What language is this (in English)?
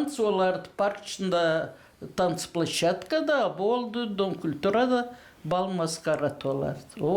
Gagauz